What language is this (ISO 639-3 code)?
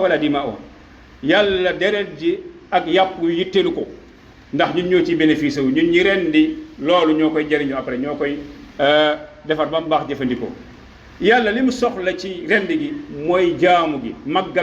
wol